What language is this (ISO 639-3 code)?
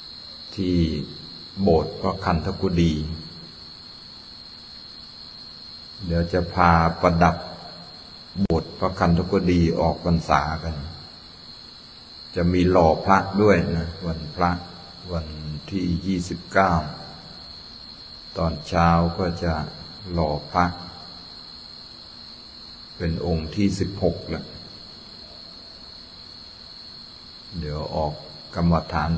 tha